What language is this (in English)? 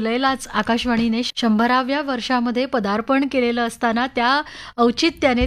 Marathi